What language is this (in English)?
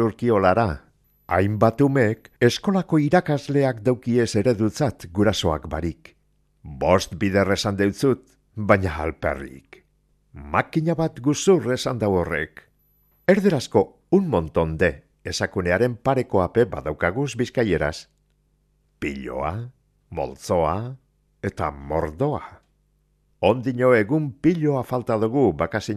Basque